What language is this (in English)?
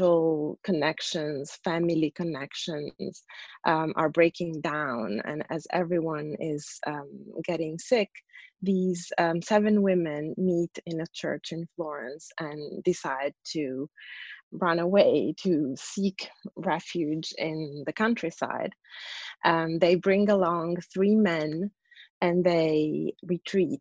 English